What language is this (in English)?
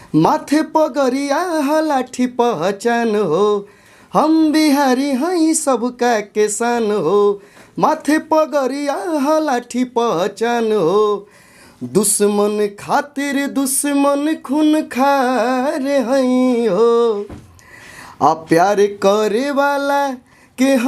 Bhojpuri